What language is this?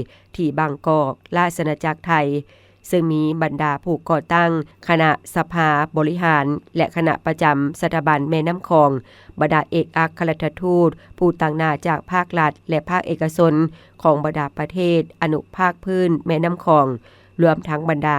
Lao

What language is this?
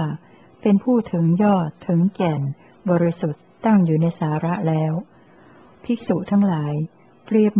Thai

